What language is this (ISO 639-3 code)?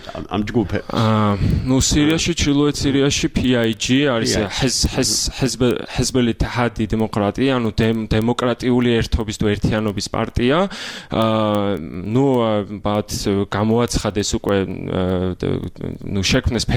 kat